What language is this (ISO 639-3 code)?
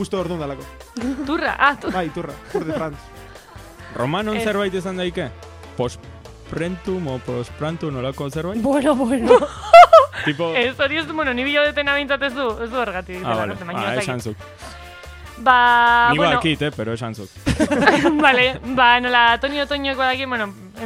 eus